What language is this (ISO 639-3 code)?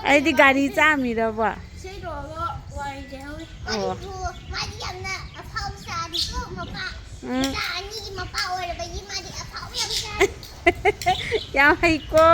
mni